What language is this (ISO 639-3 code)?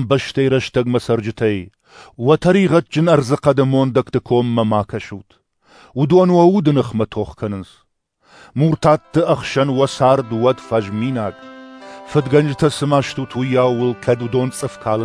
oss